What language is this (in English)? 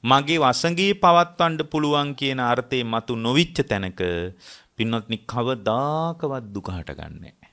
Sinhala